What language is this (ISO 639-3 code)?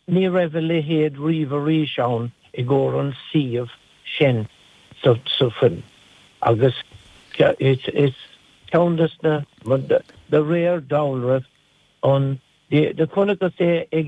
gle